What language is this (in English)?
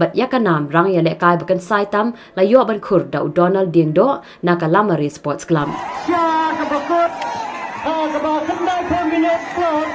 Khasi